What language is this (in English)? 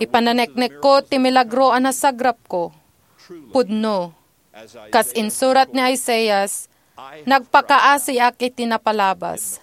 Iloko